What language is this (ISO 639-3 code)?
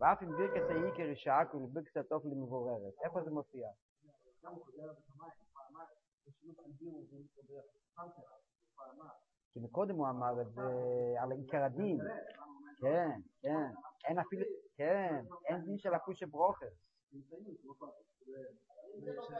heb